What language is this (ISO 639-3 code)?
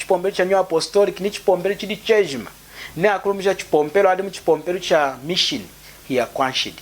lun